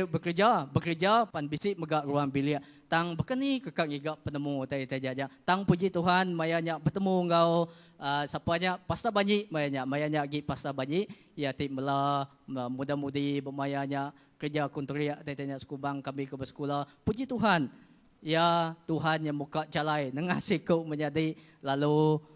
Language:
Iban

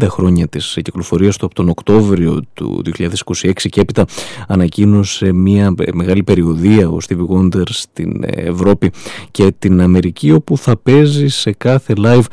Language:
Greek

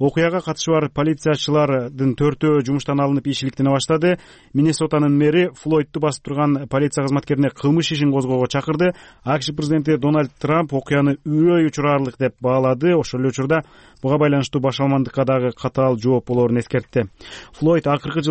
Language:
Kyrgyz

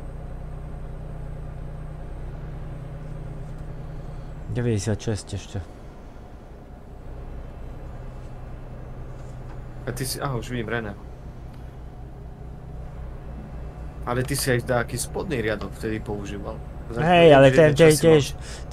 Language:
Slovak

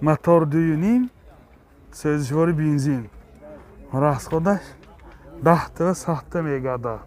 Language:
Tajik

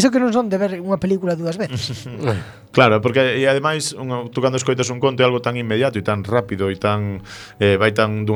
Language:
Galician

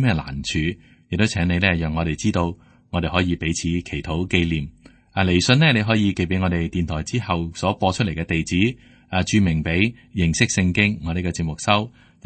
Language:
Cantonese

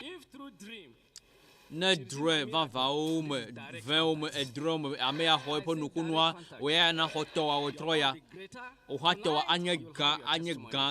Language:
Ewe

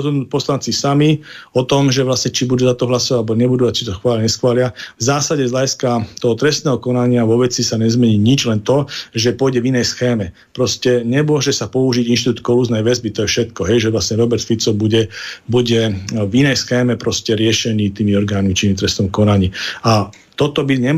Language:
Slovak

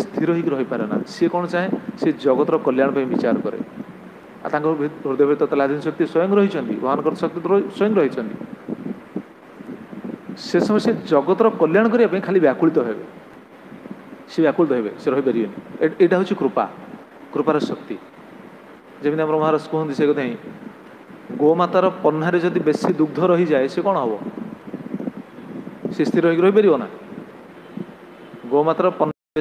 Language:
Odia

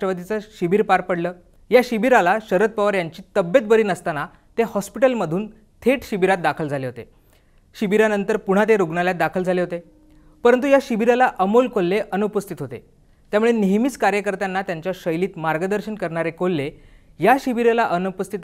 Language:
Marathi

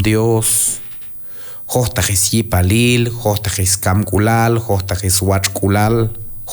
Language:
Q'anjob'al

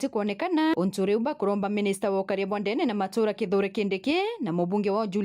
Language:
Meru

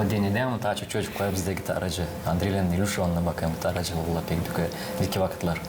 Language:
Gagauz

